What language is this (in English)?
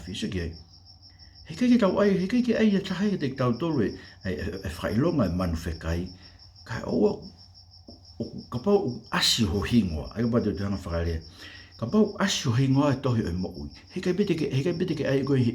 Tongan